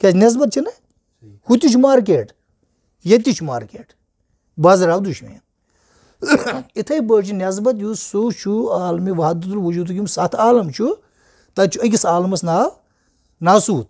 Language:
Kashmiri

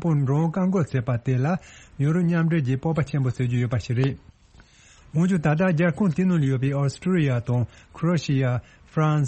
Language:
Tibetan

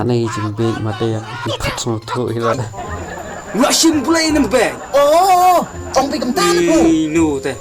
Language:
Khasi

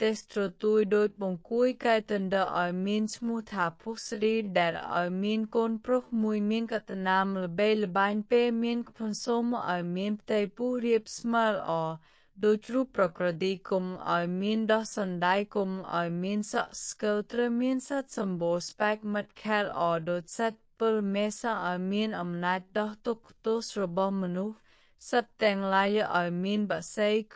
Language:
Khmer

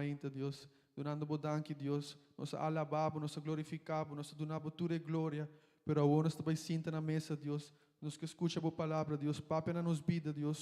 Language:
Papiamento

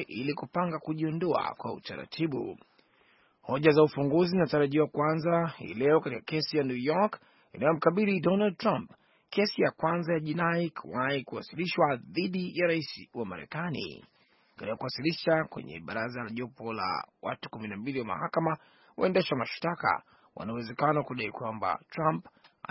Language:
Swahili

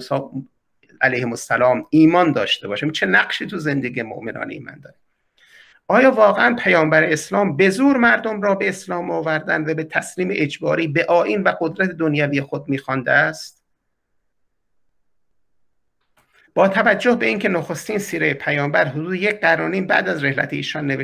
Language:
Persian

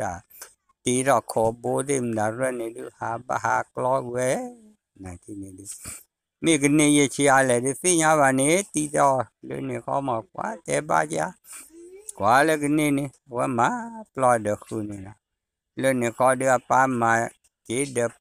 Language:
S'gaw Karen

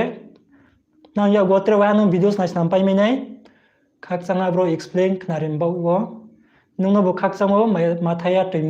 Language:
Riang (India)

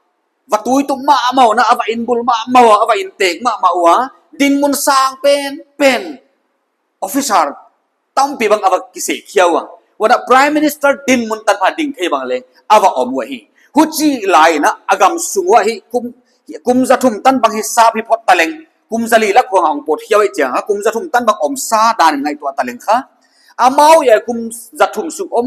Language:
Paite Chin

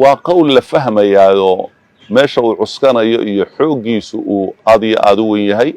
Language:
Somali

